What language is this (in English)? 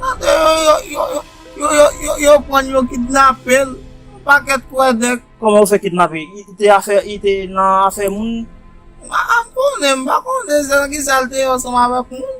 Haitian Creole